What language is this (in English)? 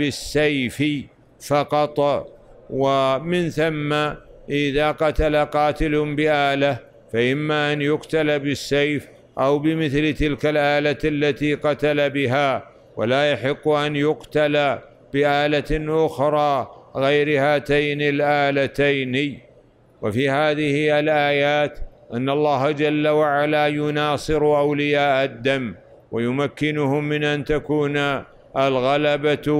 Arabic